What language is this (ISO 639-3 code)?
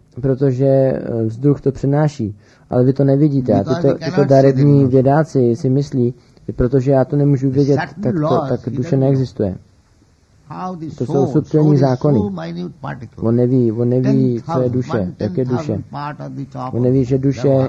ces